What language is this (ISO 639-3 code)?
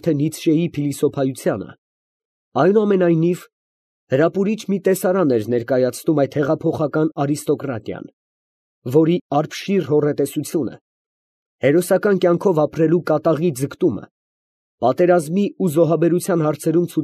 hye